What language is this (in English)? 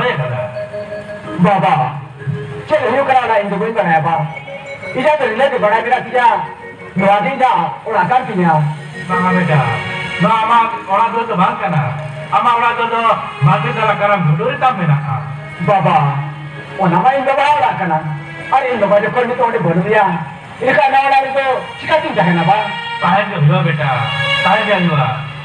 Santali